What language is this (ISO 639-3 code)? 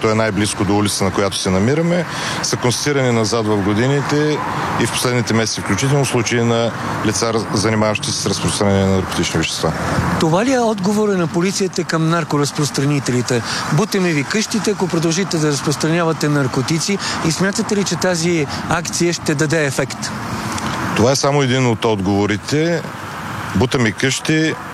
bul